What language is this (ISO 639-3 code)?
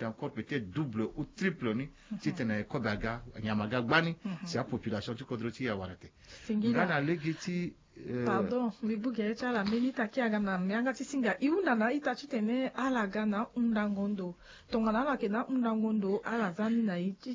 sag